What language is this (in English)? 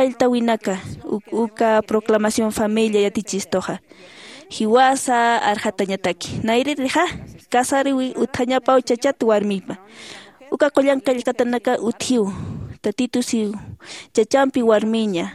Aymara